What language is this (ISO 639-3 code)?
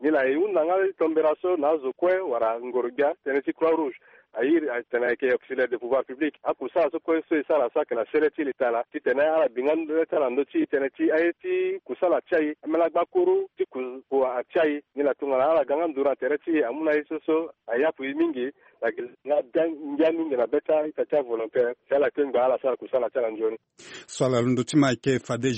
sag